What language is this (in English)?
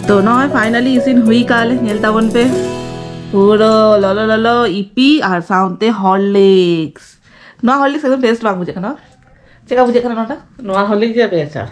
Santali